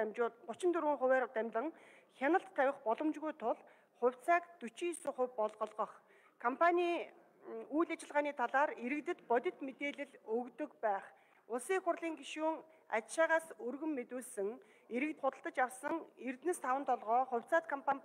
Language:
Mongolian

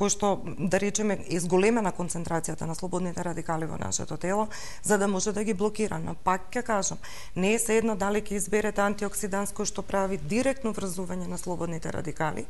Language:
Macedonian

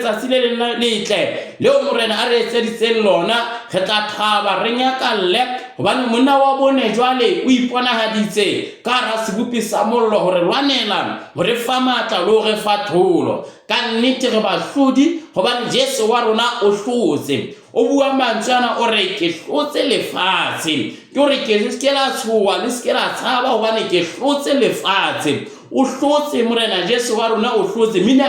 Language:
Southern Sotho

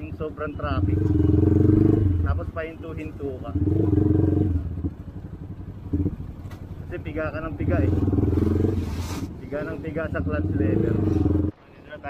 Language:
Filipino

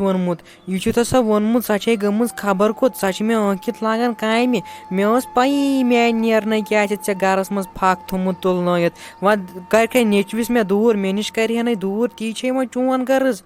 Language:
Kashmiri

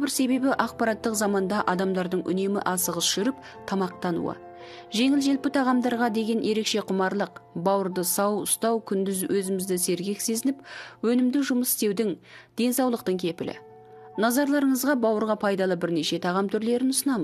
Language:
Kazakh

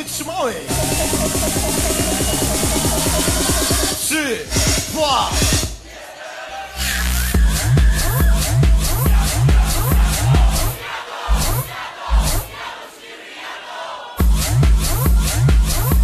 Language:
Polish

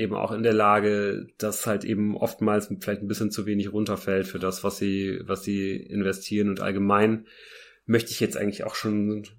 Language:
German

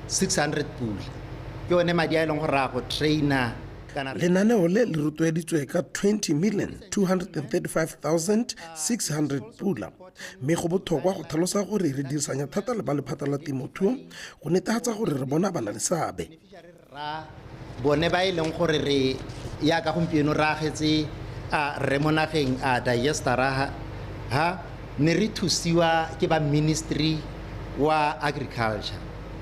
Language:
Tswana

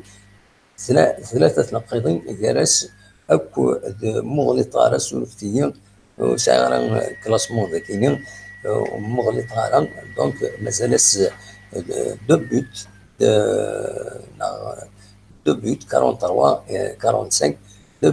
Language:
Kabyle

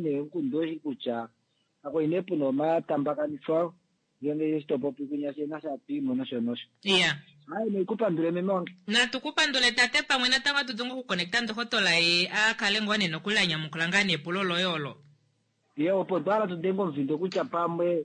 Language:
Kuanyama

